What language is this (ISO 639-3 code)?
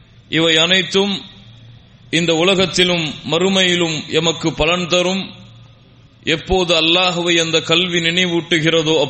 tam